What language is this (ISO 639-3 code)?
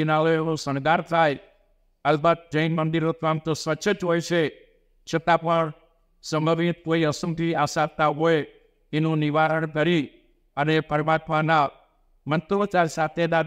guj